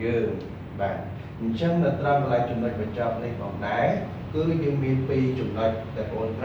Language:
Khmer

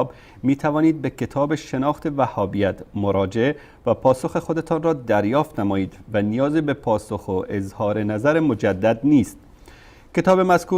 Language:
Persian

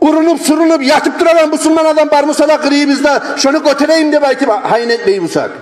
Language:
Kumyk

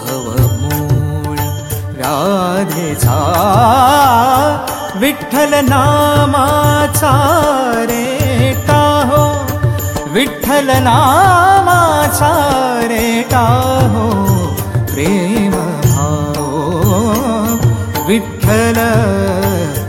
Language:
Marathi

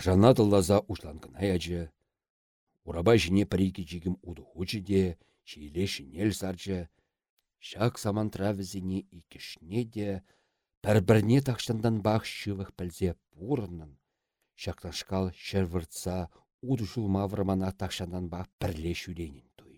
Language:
Chuvash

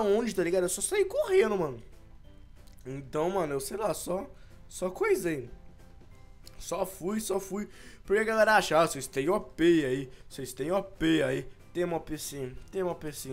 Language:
Portuguese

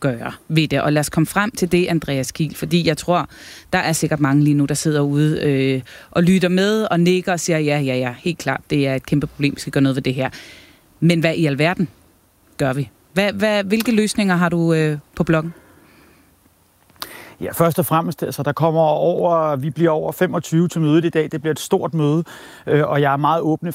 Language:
Danish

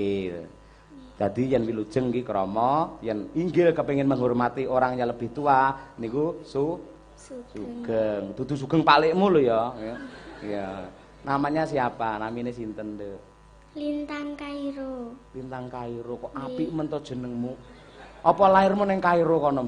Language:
Javanese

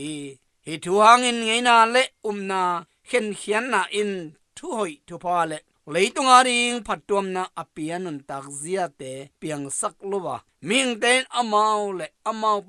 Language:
Tedim Chin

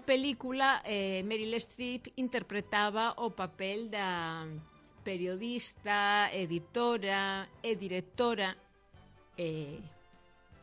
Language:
Galician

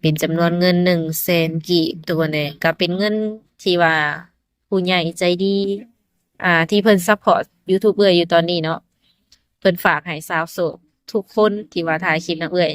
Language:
Lao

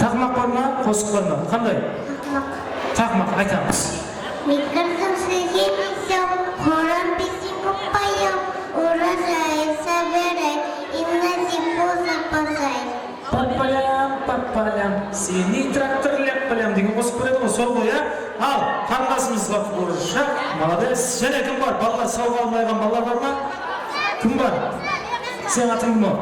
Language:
Kara-Kalpak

